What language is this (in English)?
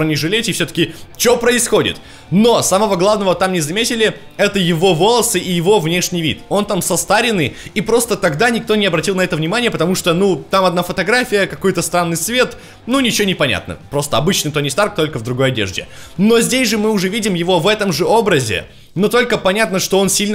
Russian